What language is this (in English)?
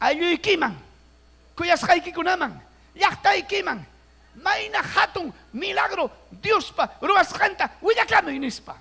Ayacucho Quechua